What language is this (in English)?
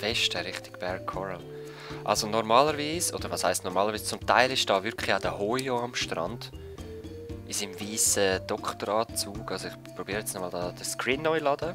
Swiss German